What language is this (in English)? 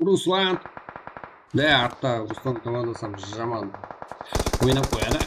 Kara-Kalpak